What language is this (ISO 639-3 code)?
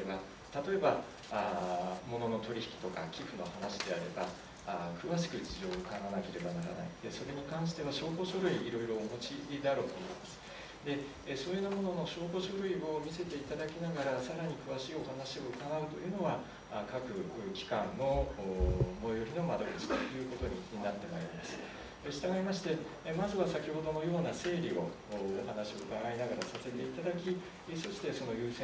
jpn